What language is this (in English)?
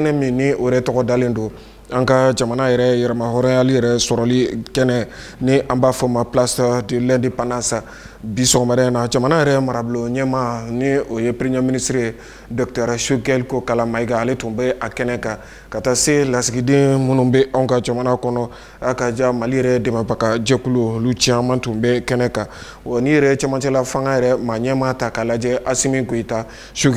Bambara